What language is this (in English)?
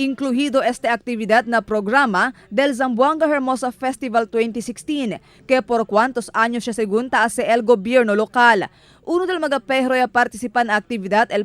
Chavacano